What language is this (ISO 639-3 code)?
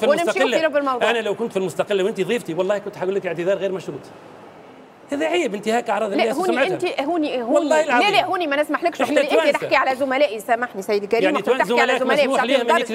aeb